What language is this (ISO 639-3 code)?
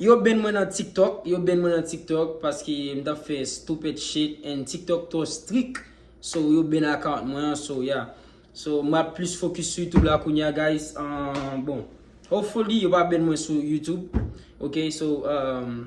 hat